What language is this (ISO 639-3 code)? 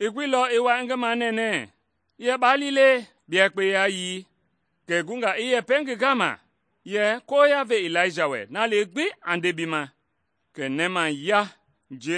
men